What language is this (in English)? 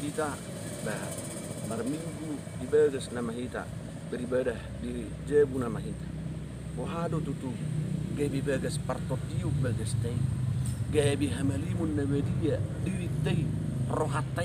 Batak Toba